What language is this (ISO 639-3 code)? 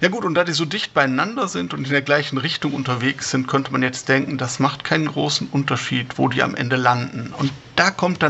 deu